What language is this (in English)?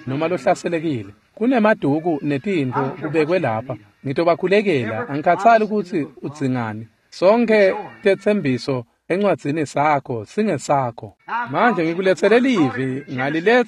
Swati